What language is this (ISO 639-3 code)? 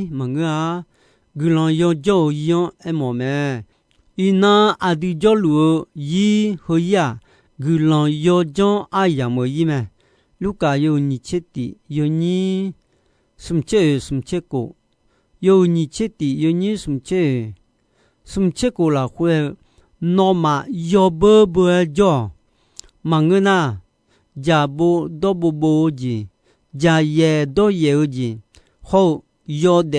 ahk